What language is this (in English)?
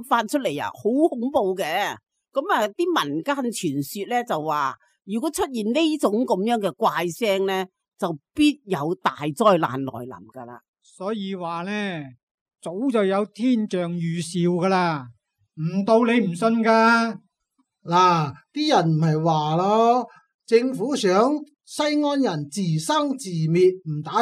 Cantonese